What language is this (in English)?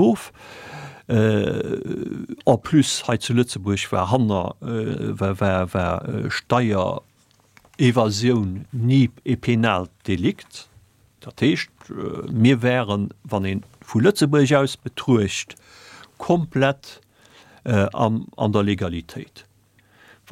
Luxembourgish